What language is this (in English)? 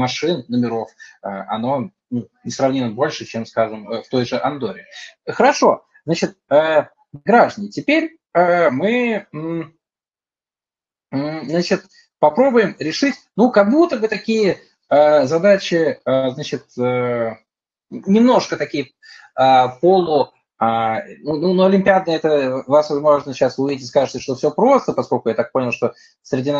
Russian